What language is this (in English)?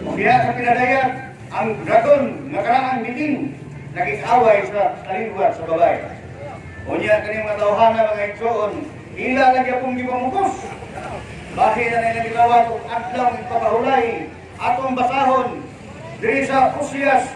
Cebuano